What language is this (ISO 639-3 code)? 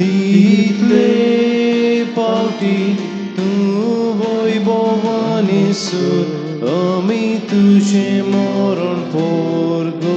kok